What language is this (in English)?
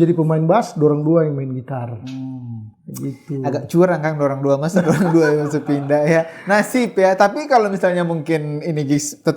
Manado Malay